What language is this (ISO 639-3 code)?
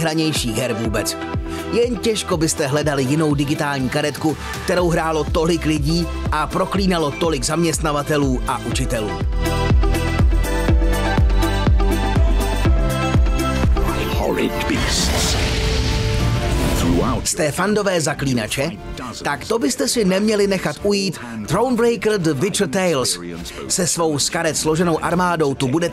ces